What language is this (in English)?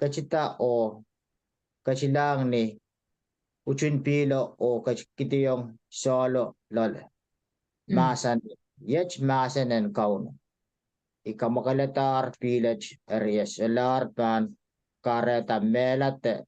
Pohnpeian